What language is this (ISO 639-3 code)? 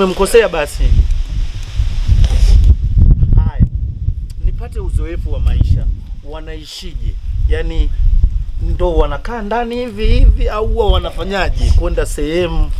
swa